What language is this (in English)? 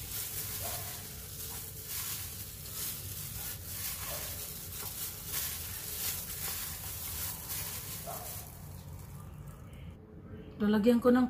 Filipino